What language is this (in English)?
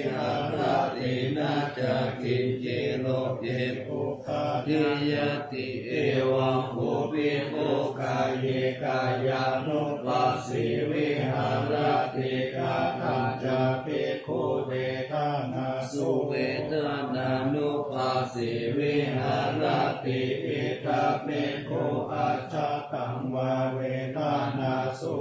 Pali